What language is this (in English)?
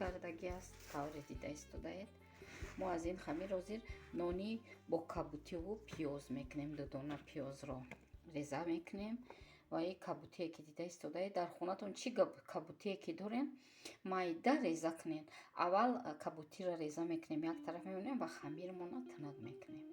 Tajik